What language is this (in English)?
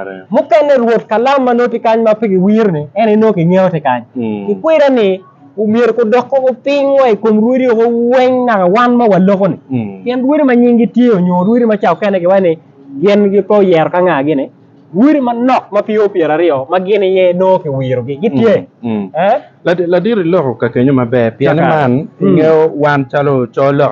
Acoli